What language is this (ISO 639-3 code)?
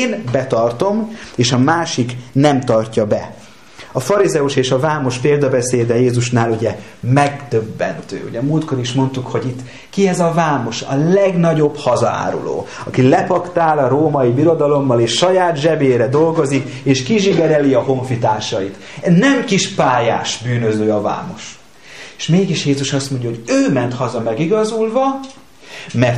hun